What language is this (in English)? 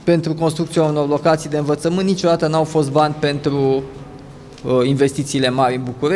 Romanian